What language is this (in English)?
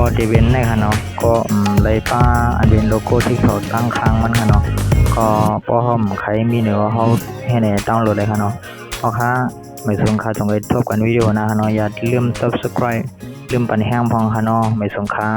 Shan